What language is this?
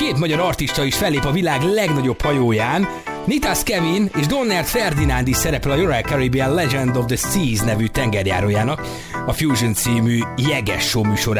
Hungarian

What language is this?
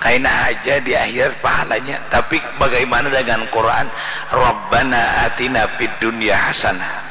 Banjar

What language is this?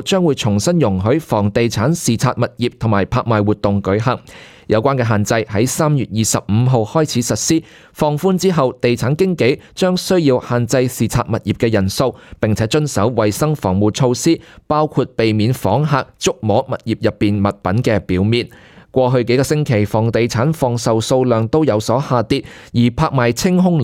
Cantonese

